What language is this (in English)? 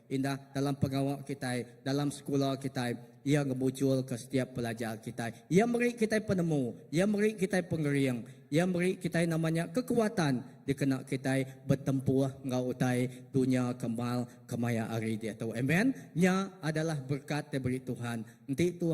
Iban